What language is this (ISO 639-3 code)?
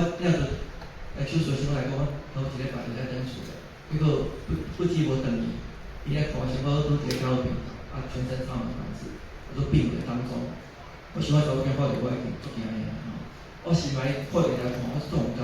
nan